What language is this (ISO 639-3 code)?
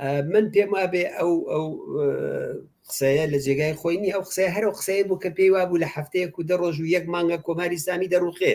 ckb